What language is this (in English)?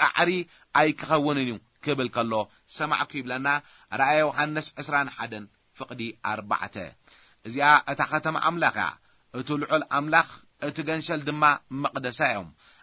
Tigrinya